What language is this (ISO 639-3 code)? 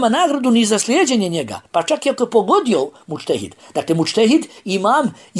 bos